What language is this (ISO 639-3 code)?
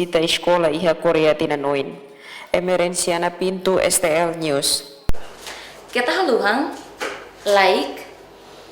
tet